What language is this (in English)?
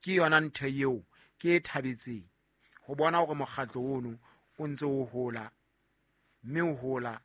Southern Sotho